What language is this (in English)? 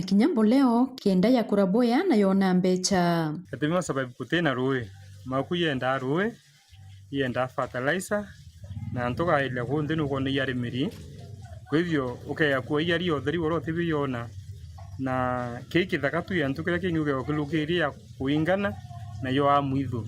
Meru